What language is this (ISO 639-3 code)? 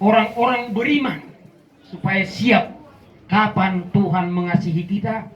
bbc